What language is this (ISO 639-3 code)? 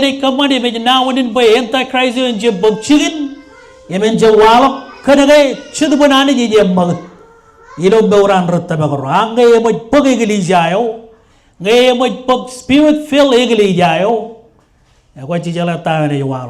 mah